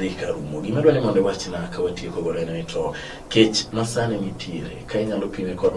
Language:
Luo (Kenya and Tanzania)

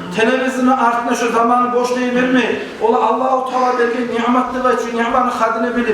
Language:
Kumyk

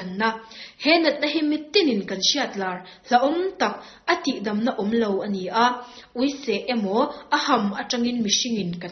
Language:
Mizo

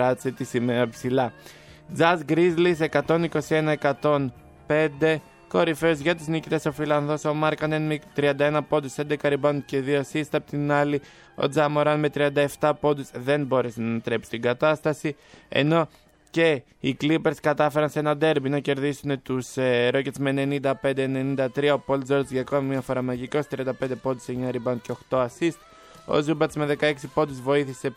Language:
Greek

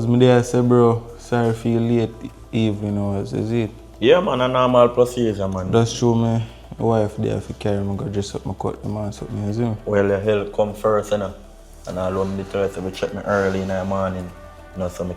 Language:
Jamaican Creole English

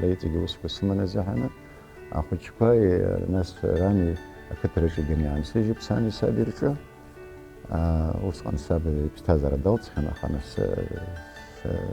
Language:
Abkhazian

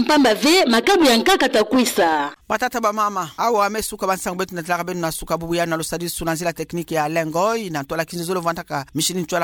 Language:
Kituba (Democratic Republic of Congo)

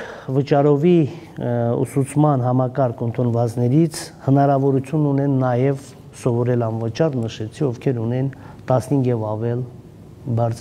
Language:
Armenian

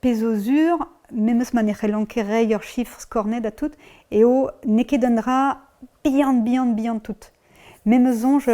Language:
Breton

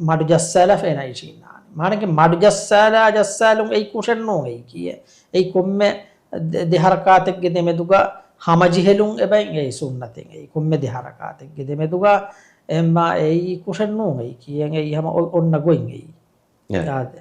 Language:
Divehi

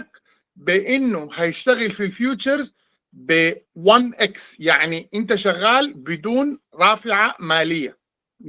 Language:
Sudanese Arabic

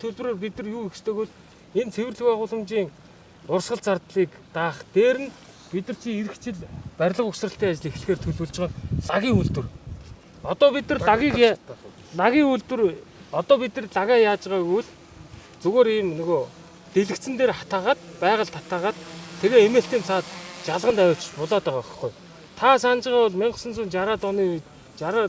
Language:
Mongolian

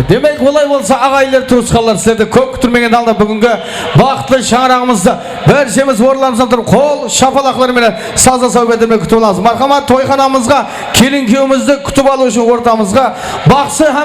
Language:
Kara-Kalpak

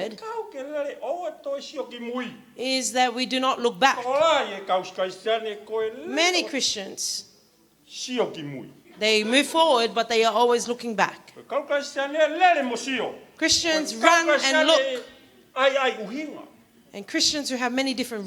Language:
Tongan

